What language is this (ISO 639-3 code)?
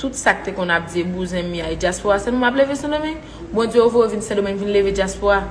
hat